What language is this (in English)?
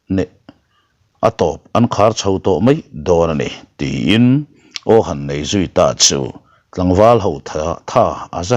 Mizo